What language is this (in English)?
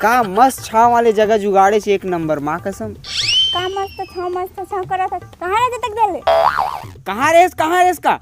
Chhattisgarhi